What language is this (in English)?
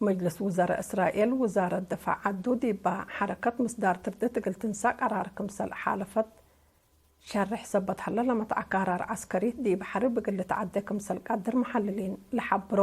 Tigre